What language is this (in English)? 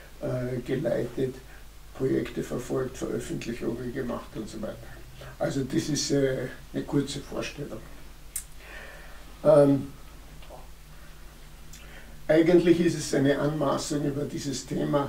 German